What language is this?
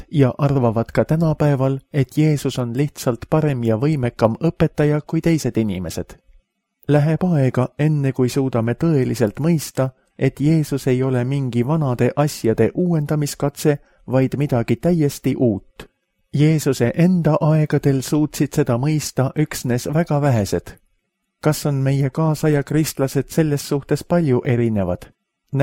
Estonian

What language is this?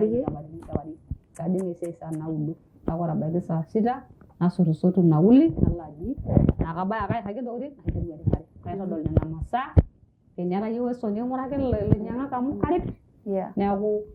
Masai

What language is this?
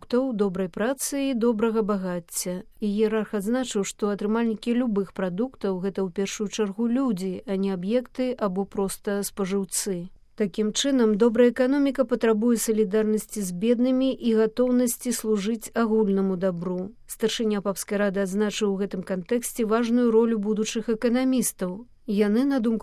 Belarusian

